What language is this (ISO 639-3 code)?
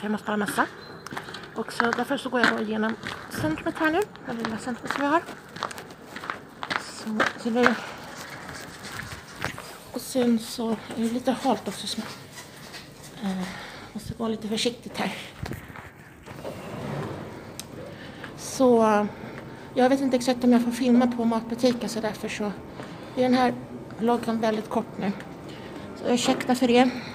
swe